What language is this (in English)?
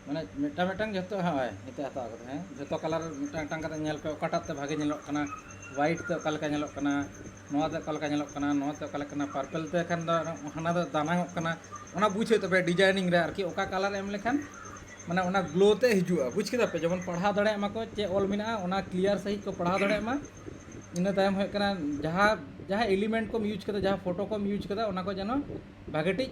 Santali